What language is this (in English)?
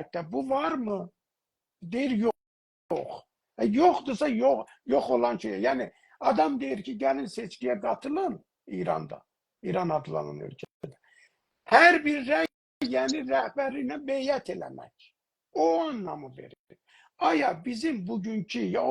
South Azerbaijani